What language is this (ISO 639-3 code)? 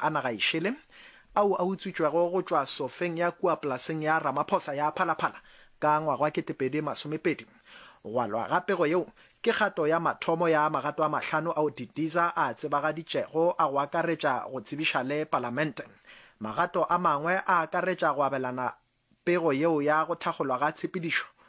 nso